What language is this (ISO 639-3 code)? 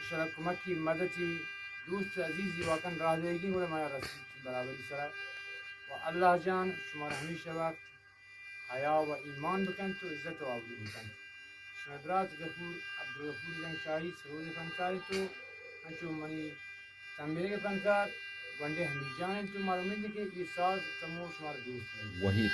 bgp